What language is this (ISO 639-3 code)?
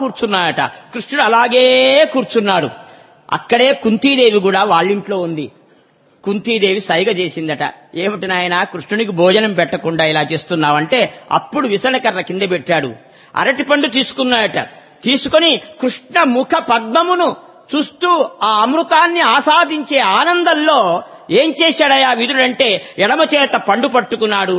tel